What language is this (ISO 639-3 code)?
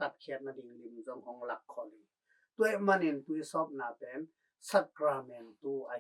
ctd